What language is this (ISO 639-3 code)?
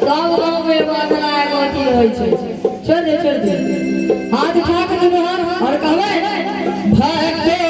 mai